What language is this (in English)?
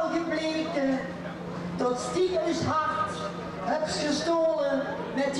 Limburgish